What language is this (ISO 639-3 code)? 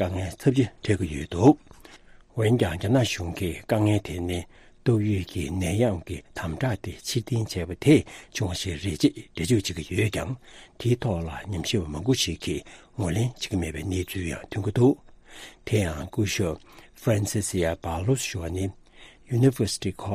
bod